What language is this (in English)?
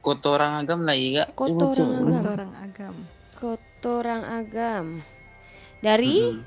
Minangkabau